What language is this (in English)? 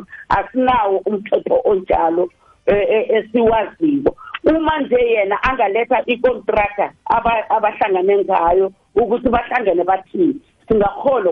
South Ndebele